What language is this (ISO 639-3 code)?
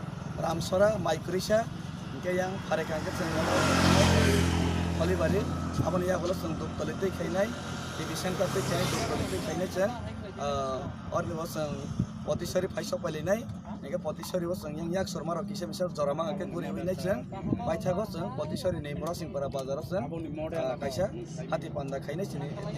trp